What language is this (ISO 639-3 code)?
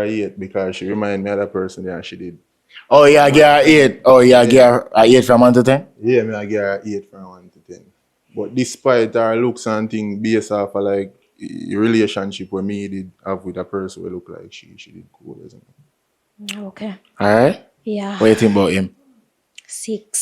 jam